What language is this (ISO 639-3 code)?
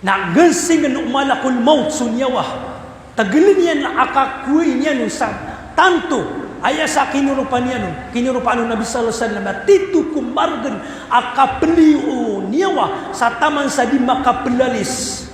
mrw